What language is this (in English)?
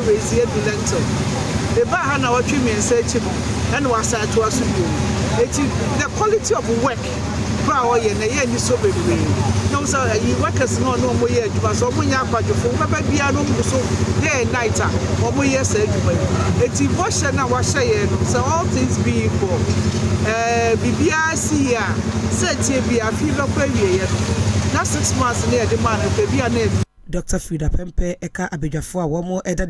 Akan